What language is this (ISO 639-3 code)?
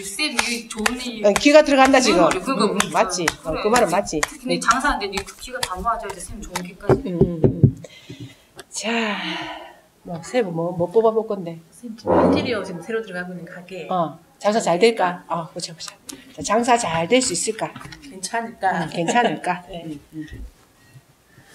kor